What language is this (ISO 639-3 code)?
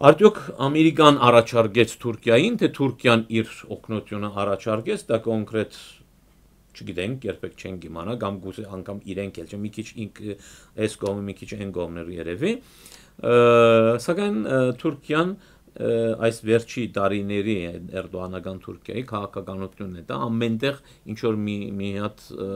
hye